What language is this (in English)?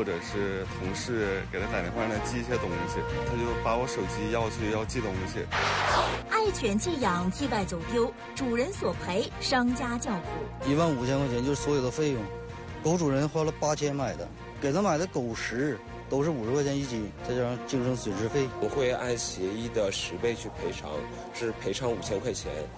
Chinese